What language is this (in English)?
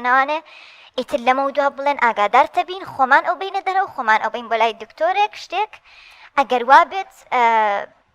Central Kurdish